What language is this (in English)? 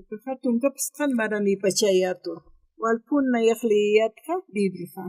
Aymara